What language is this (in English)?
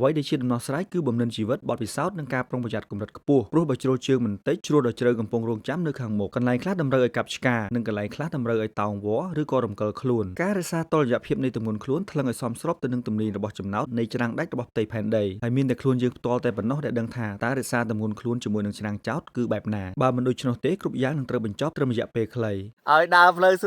Khmer